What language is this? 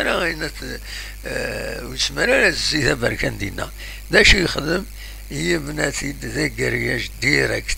Kabyle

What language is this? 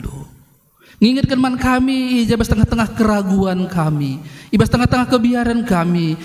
Batak Karo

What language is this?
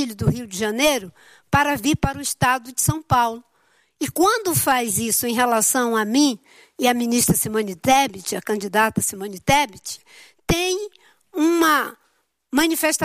Portuguese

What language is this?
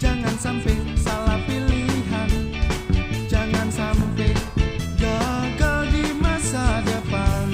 Betawi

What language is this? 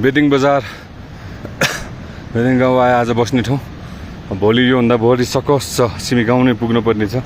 Nepali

